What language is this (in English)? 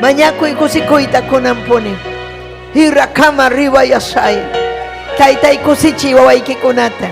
Ayacucho Quechua